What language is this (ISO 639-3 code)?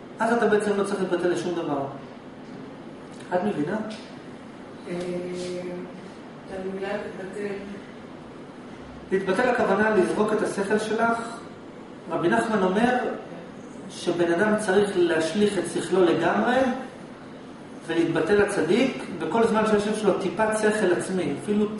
heb